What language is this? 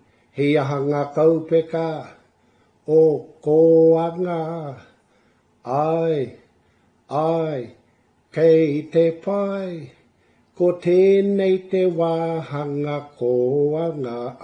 Māori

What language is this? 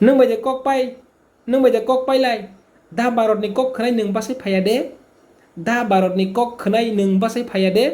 Kok Borok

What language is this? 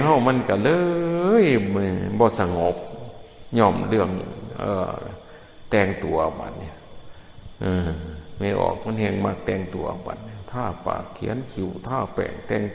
Northeastern Thai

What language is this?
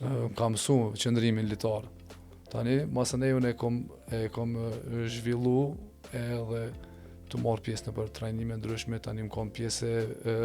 Albanian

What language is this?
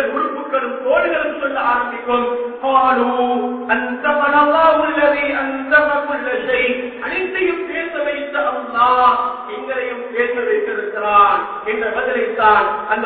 Tamil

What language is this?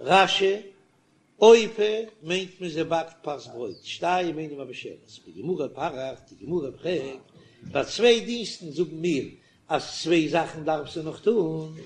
Yiddish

